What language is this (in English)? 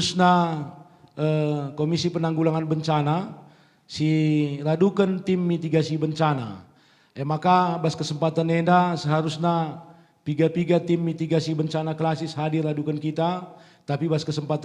Batak Karo